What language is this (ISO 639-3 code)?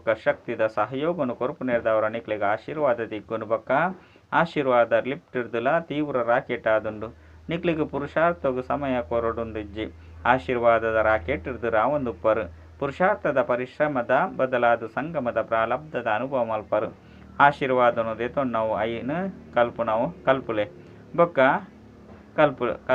tcy